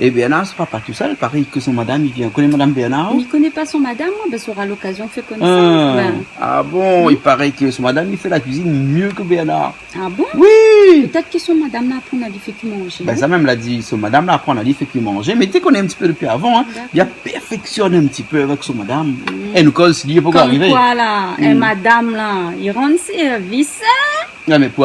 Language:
Réunion Creole French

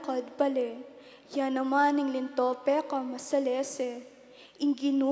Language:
Pampanga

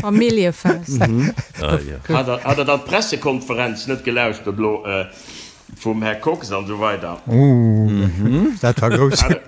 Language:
Luxembourgish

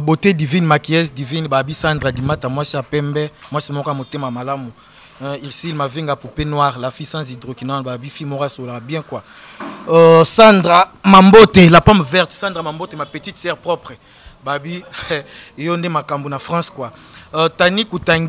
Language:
Lingala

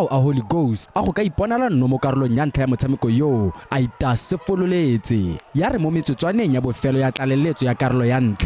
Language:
Tswana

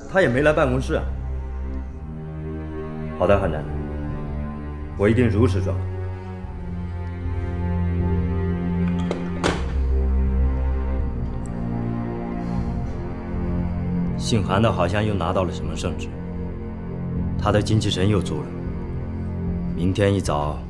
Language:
Chinese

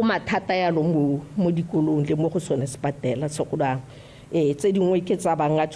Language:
Tswana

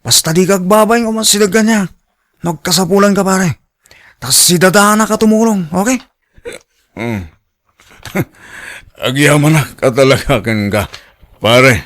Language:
Iloko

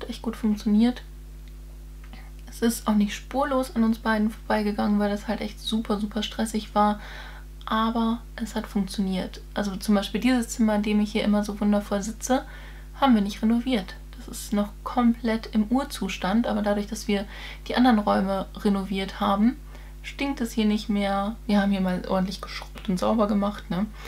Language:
German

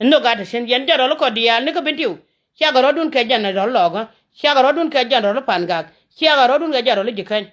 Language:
Nuer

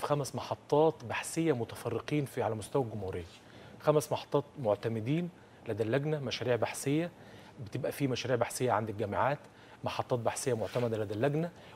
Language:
Egyptian Arabic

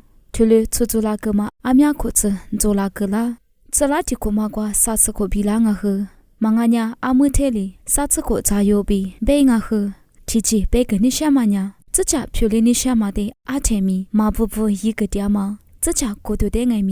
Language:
Lisu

